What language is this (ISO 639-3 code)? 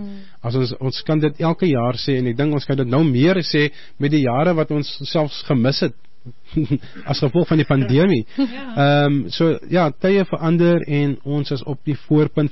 afr